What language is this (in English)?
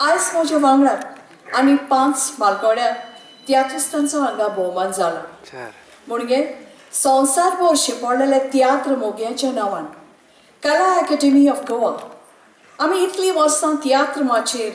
Konkani